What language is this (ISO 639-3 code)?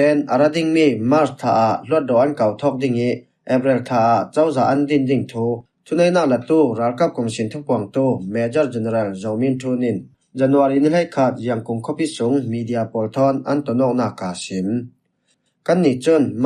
cfm